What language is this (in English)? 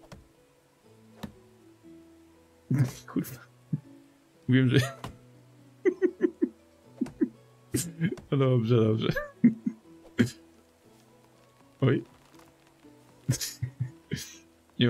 Polish